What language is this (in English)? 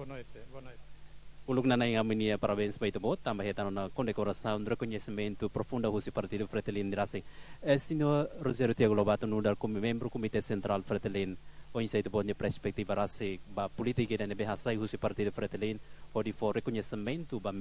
Tetum